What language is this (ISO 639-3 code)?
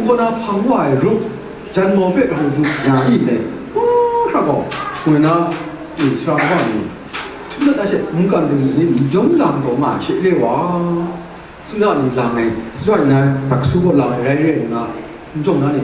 kac